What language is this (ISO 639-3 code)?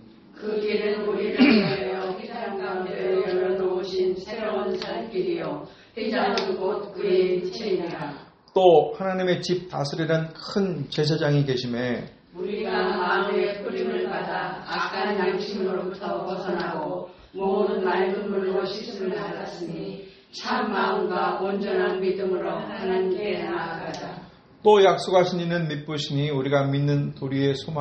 kor